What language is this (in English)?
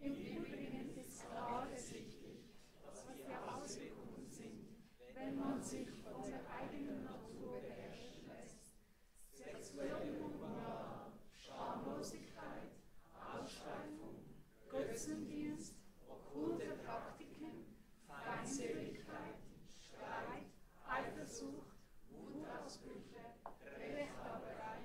Swiss German